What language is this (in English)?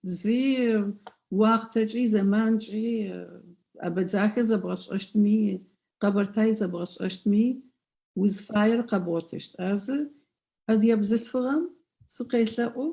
Adyghe